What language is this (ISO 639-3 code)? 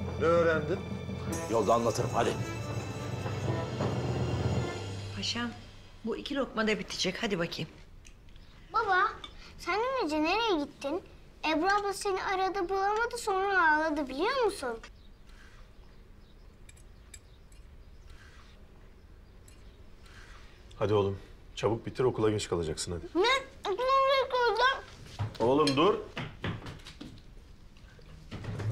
tur